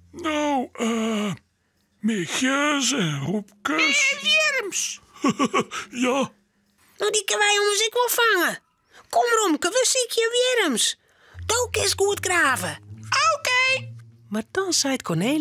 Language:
Western Frisian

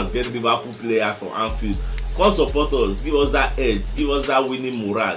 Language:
Nigerian Pidgin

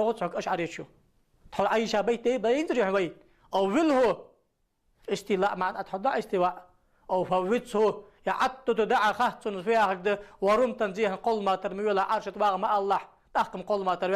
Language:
Ingush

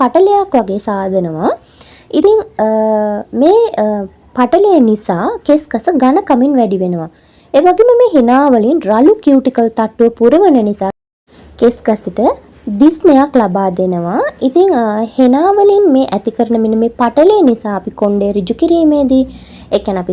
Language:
Sinhala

